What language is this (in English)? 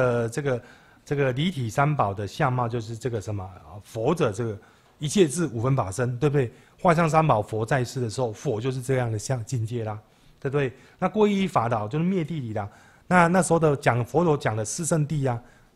Chinese